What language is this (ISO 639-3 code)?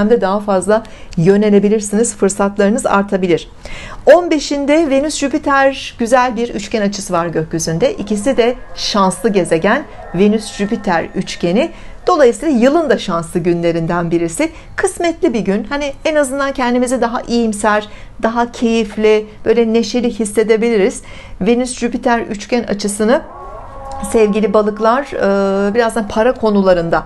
tur